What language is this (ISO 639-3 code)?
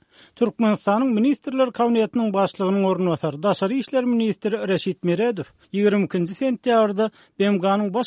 tuk